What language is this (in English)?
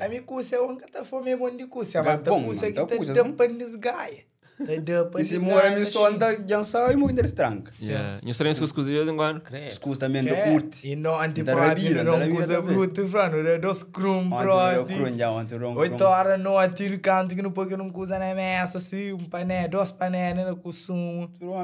Kabuverdianu